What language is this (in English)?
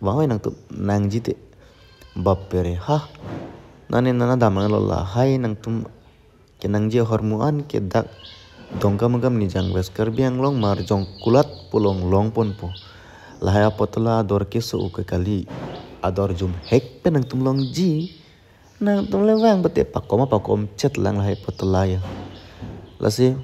Karbi